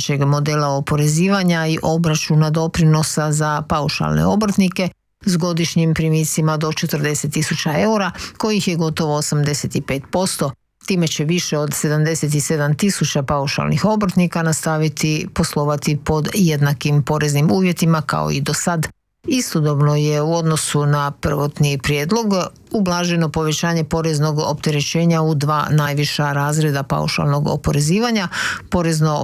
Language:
Croatian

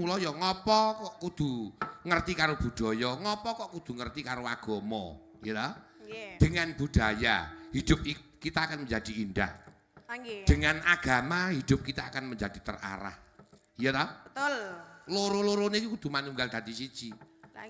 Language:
Javanese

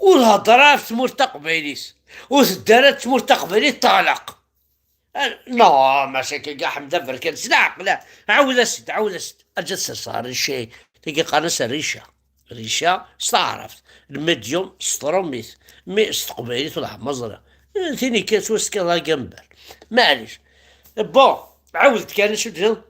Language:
Kabyle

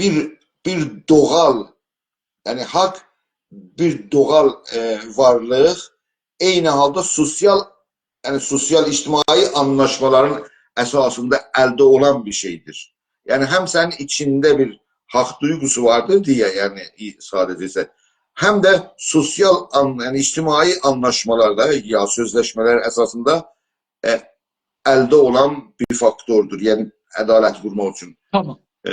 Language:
South Azerbaijani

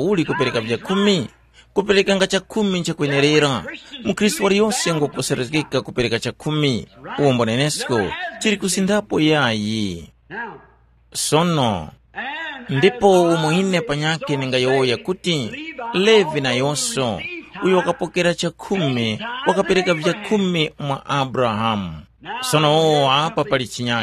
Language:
Tumbuka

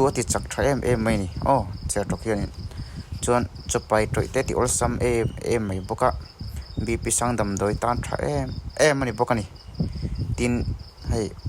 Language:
Mizo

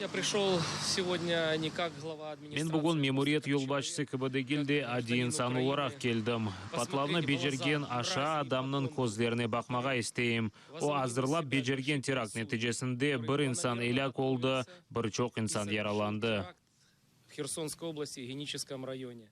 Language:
Crimean Tatar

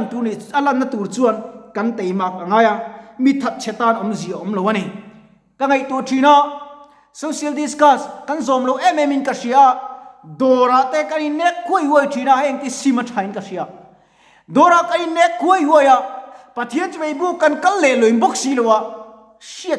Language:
Mizo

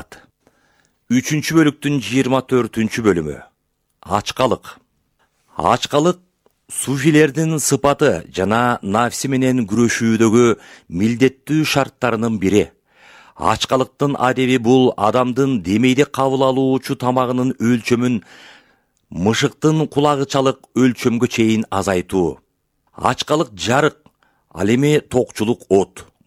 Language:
Kyrgyz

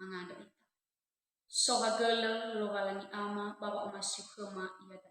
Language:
Nias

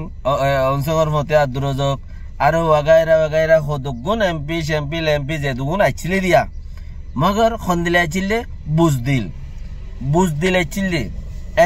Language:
Rohingya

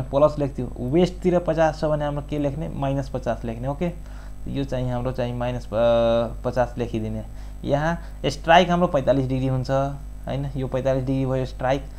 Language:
Nepali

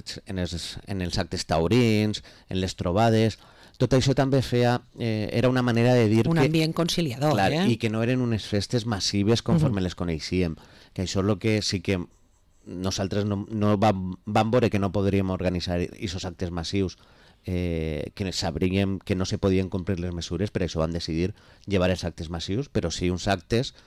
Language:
Catalan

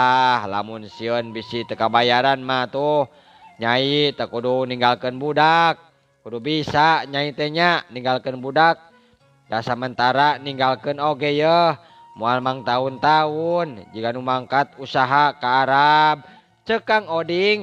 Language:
Sundanese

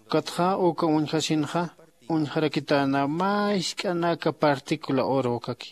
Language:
Aymara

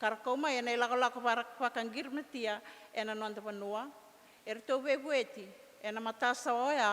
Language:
Fijian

